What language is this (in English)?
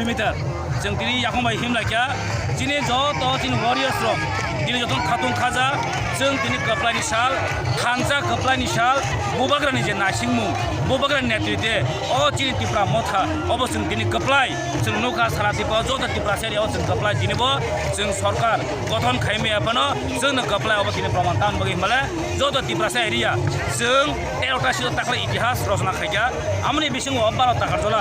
Kok Borok